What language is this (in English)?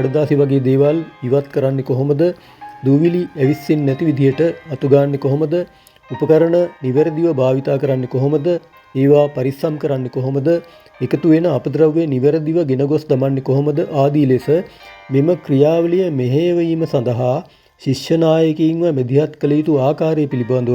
Sinhala